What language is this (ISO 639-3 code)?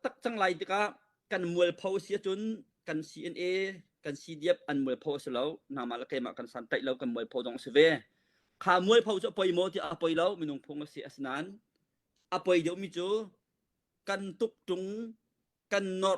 cnh